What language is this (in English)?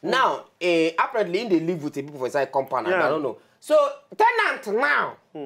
Nigerian Pidgin